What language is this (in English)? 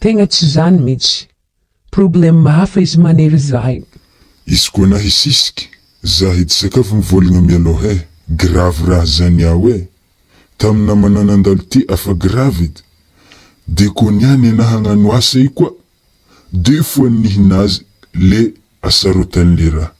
Malagasy